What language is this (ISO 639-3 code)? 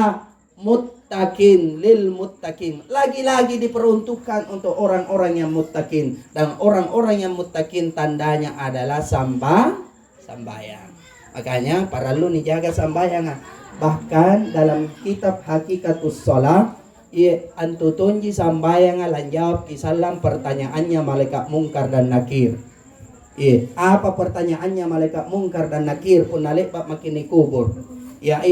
mak